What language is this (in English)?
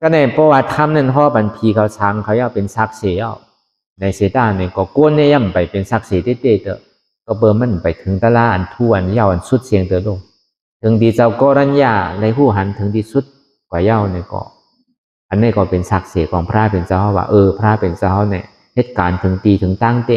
Shan